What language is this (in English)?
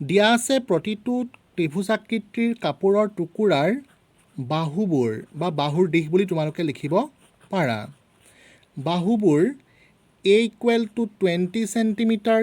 Assamese